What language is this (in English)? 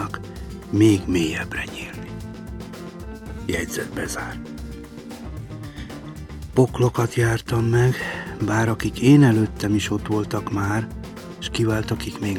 Hungarian